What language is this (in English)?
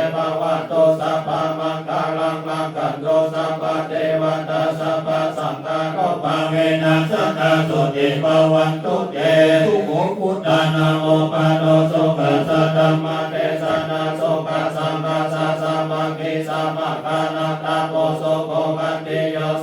Pali